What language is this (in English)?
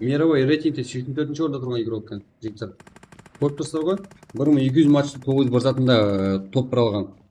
Kara-Kalpak